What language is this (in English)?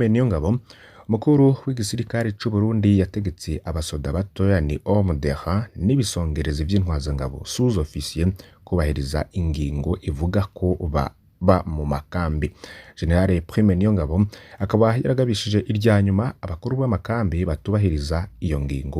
Rundi